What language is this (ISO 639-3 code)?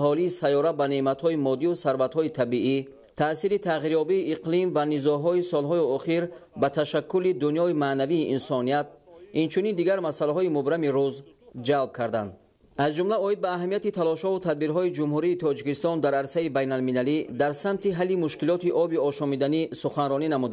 tgk